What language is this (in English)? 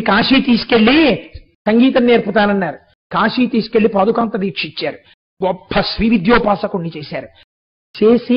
Telugu